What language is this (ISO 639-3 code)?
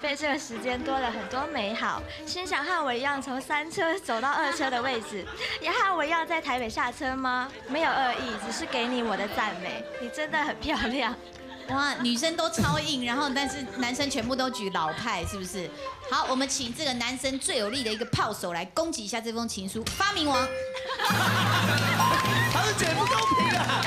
zho